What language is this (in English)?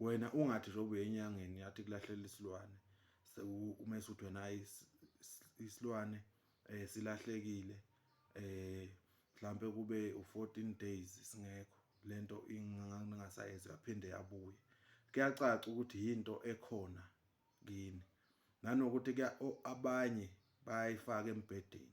Zulu